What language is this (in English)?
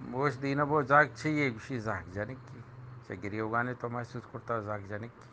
Eastern Balochi